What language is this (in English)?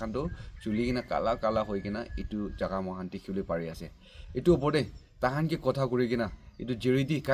Naga Pidgin